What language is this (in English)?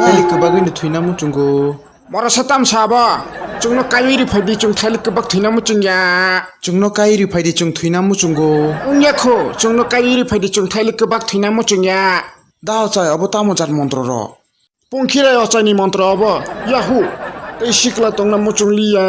Kok Borok